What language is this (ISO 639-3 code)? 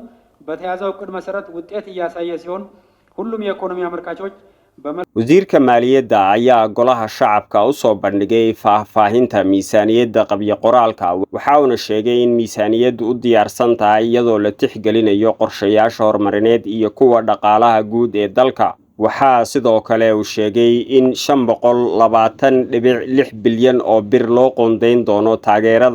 som